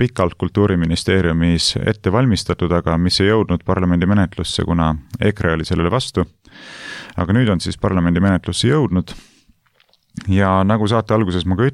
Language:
Estonian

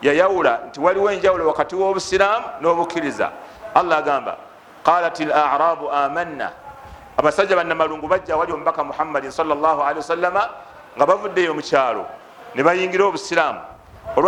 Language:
Ganda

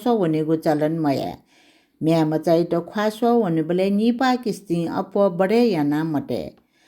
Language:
Newari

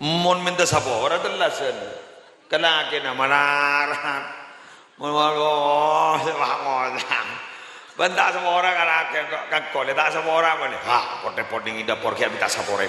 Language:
Madurese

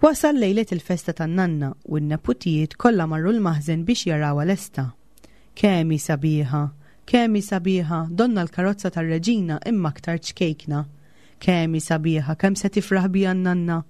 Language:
Maltese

